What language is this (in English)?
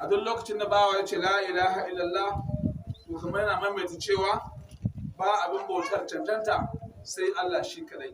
Hausa